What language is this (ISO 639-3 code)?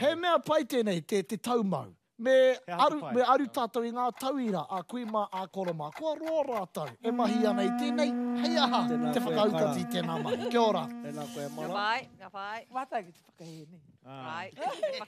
mri